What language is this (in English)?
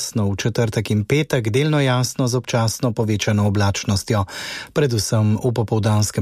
Slovenian